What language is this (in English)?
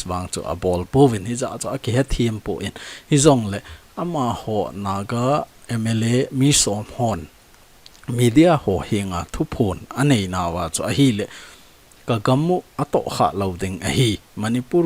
Thado Chin